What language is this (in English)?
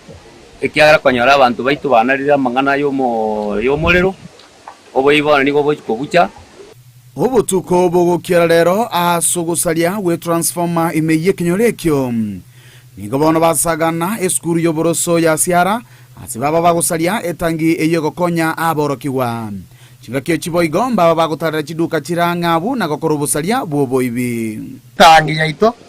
Gusii